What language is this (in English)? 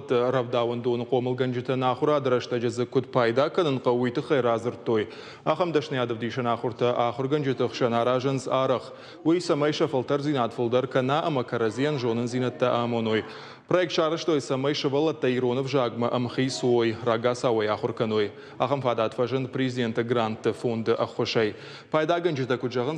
Ossetic